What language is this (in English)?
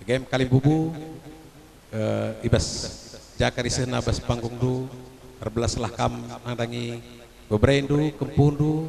Batak Karo